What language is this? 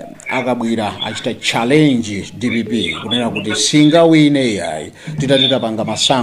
Nyanja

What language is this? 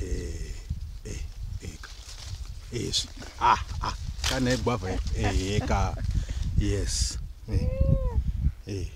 Shona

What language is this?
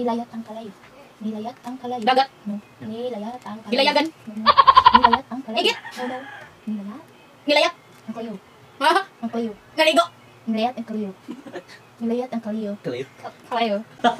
Cebuano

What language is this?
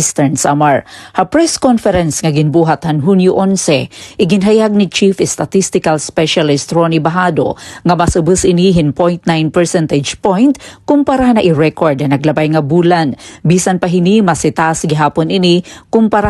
Waray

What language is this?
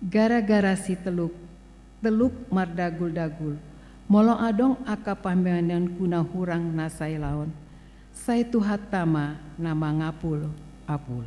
Batak Toba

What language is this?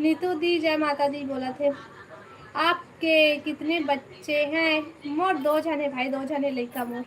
Chhattisgarhi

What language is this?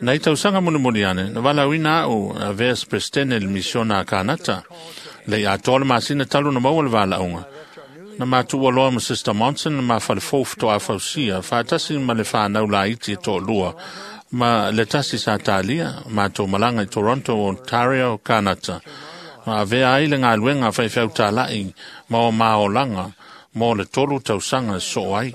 Samoan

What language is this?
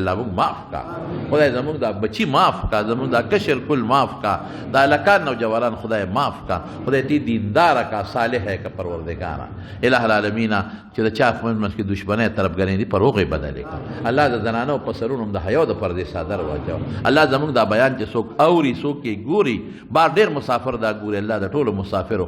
Pashto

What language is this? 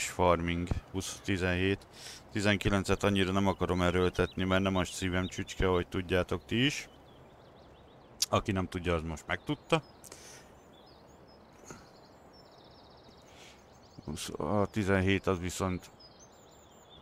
Hungarian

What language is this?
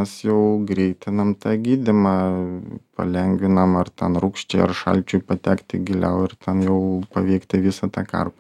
Lithuanian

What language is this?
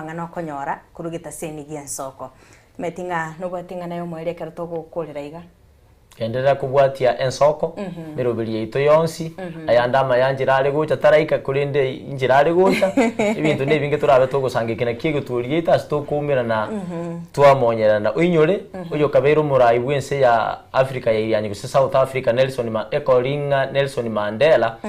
Gusii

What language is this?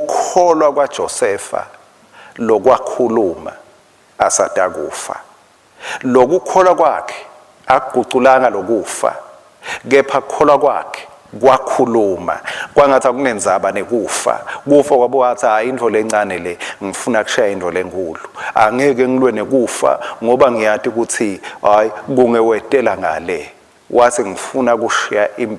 Swati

